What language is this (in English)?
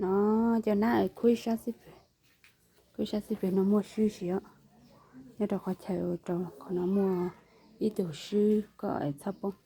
Hmong